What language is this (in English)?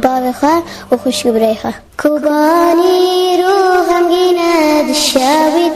Kurdish